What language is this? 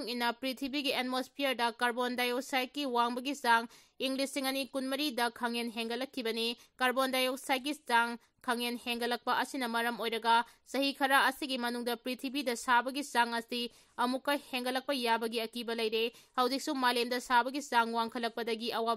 Manipuri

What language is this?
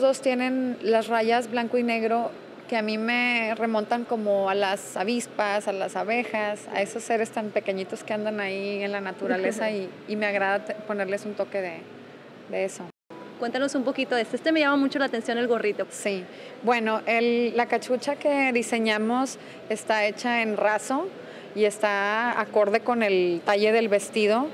Spanish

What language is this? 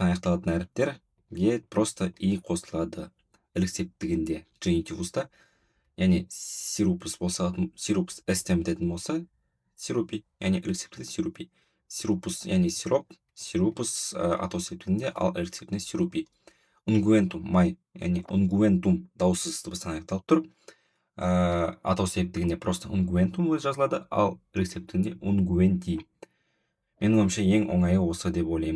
Kazakh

